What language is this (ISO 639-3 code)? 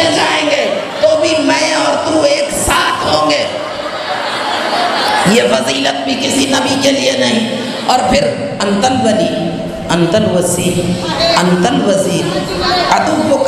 urd